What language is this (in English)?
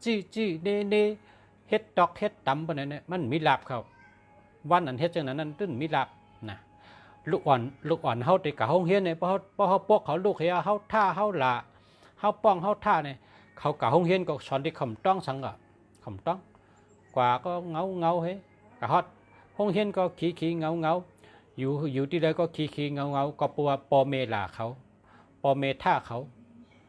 Shan